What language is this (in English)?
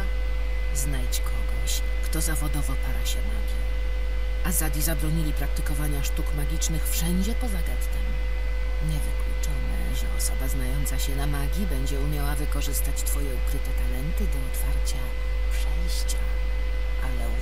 Polish